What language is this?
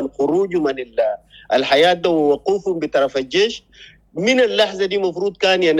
Sudanese Arabic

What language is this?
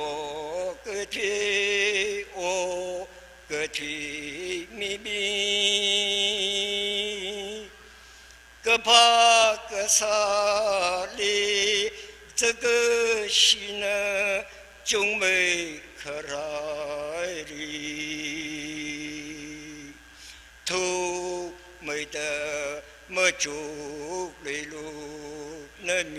Tangkhul Naga (India)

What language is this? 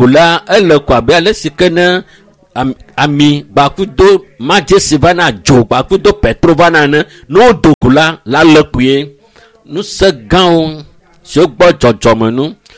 Ewe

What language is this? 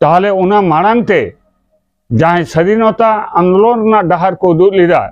Santali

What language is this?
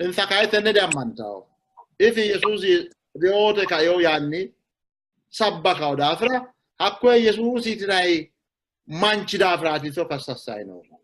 Sidamo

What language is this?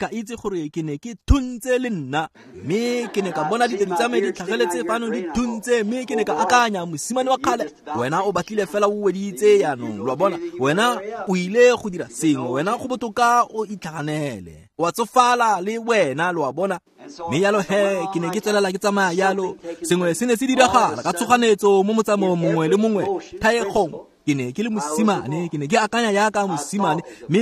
Tswana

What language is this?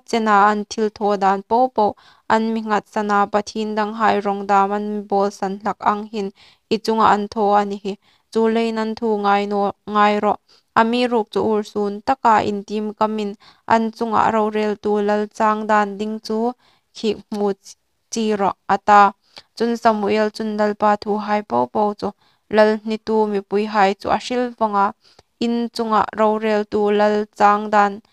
Hmar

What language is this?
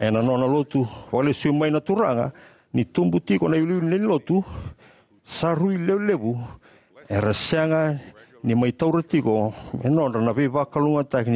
Fijian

